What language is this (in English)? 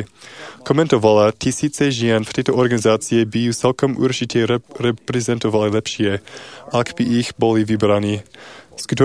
Slovak